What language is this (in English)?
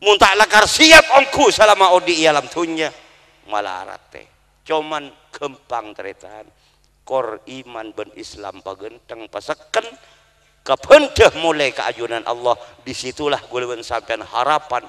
Madurese